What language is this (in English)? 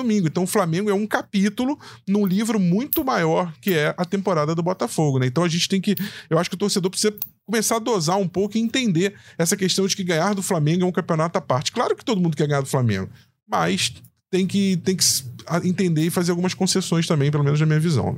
Portuguese